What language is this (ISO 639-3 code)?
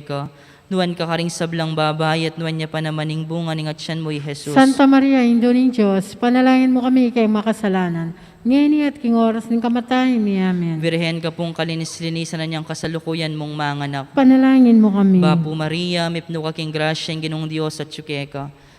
pam